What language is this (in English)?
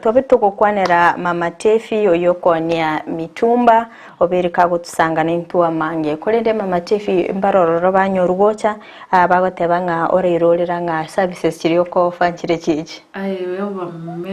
Gusii